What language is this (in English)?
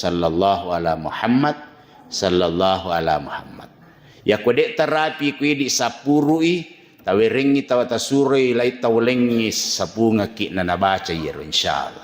Buginese